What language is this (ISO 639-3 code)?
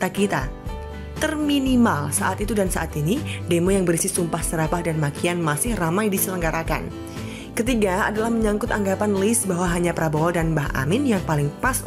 ind